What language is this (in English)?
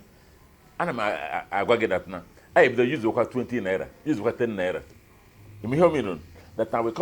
Igbo